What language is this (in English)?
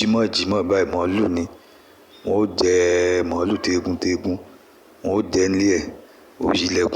Yoruba